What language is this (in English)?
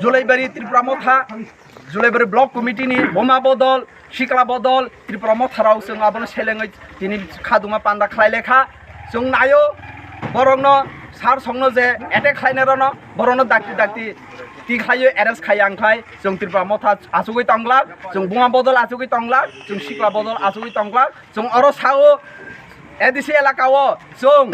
Kok Borok